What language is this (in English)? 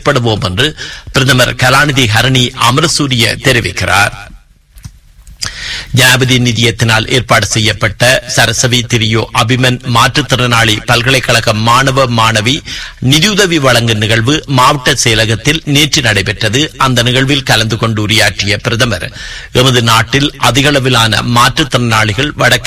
Tamil